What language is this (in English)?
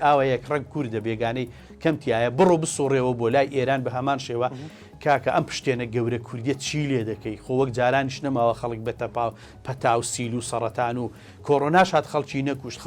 Central Kurdish